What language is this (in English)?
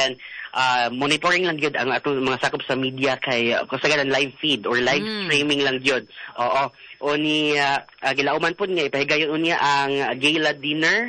Cebuano